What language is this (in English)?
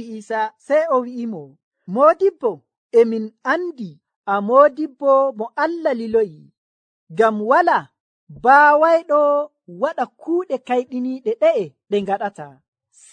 Nigerian Fulfulde